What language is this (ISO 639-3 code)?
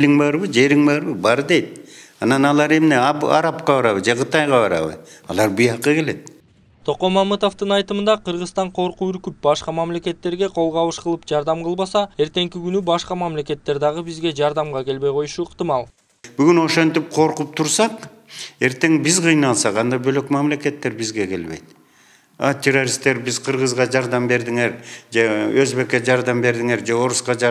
kir